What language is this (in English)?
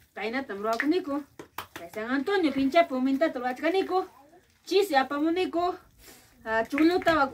Ayacucho Quechua